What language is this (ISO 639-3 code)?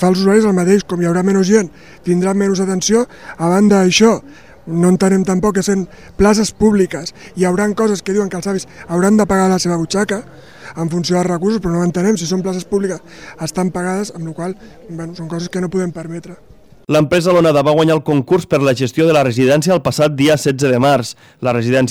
cat